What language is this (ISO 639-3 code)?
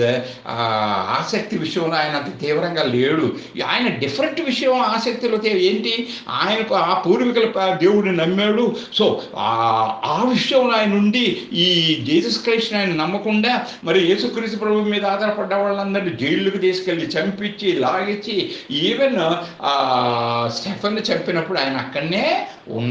tel